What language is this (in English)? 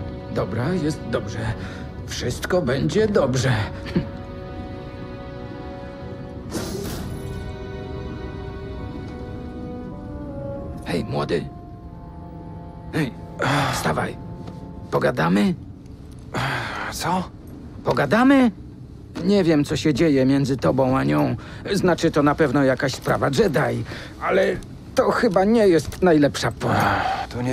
Polish